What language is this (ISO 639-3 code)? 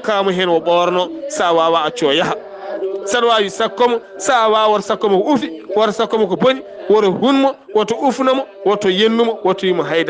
ful